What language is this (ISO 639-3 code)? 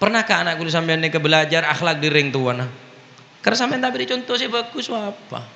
mad